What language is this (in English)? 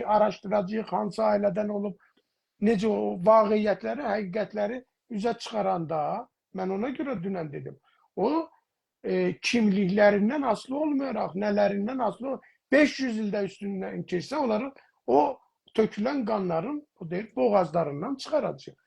South Azerbaijani